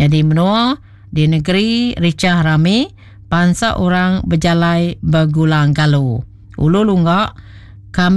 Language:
Iban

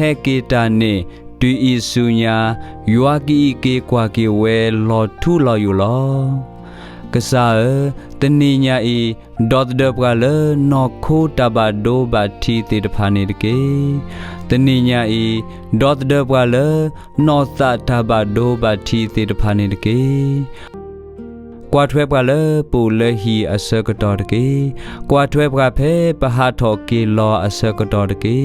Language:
S'gaw Karen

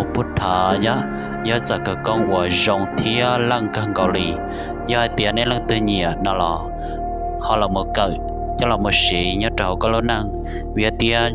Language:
Hmong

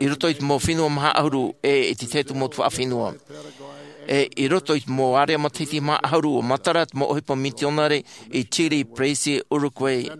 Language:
Tahitian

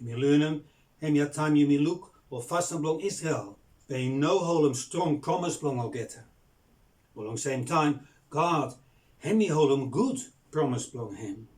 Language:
Bislama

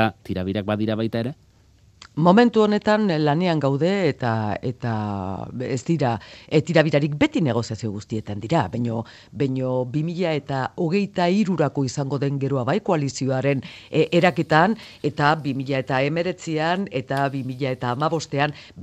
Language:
Basque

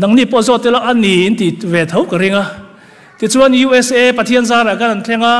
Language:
Mizo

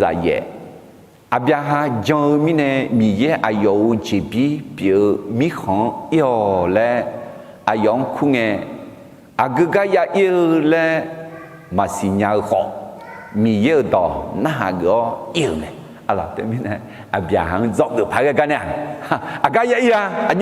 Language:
Akha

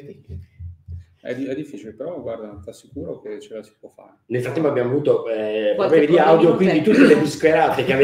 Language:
Italian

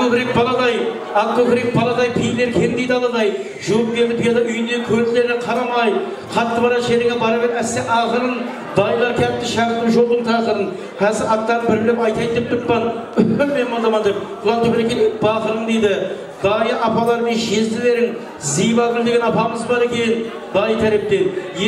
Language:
Kara-Kalpak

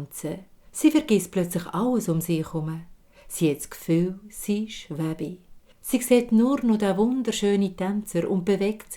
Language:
Swiss German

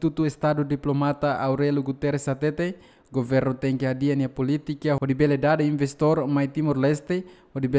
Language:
Tetum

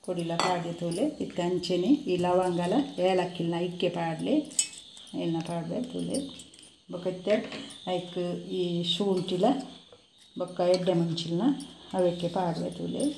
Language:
Tulu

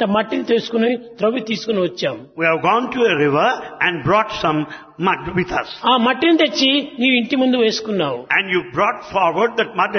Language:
Telugu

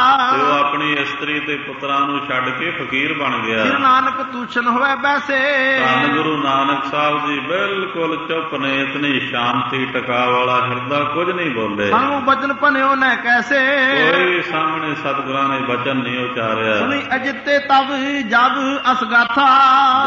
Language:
Punjabi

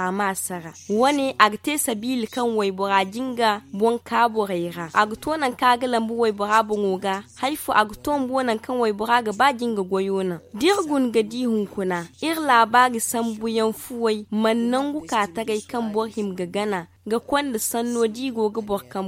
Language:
Zarma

